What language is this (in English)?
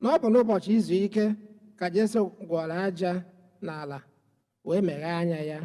Igbo